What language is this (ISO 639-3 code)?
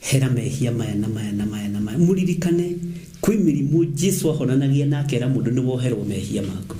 kik